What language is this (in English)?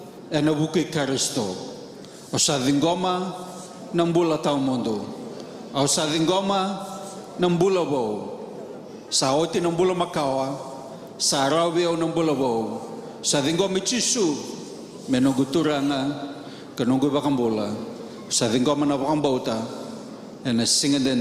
Fijian